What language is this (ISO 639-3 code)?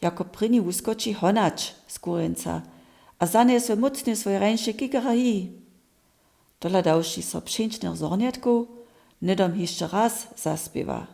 hsb